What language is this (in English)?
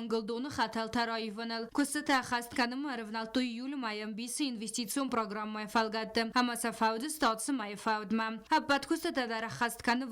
Ossetic